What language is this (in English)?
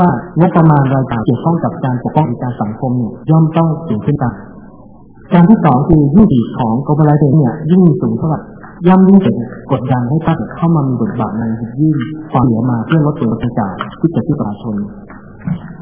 Thai